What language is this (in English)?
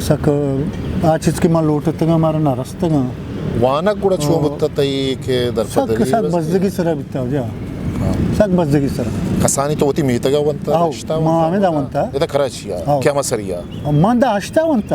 Eastern Balochi